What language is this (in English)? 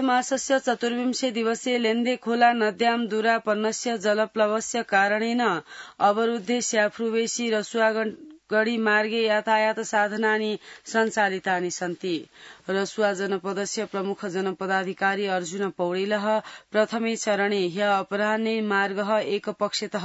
Sanskrit